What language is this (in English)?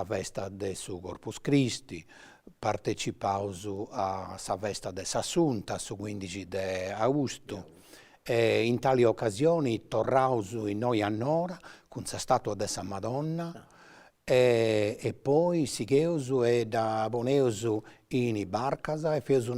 Sardinian